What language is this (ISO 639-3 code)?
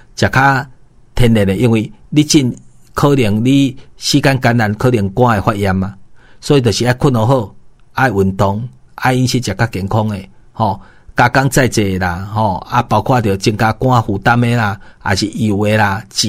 nan